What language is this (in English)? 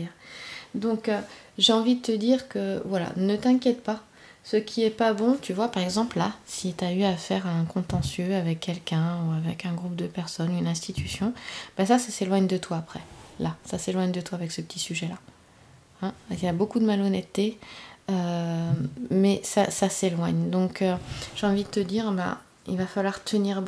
French